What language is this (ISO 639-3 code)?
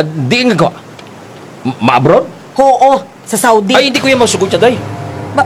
hil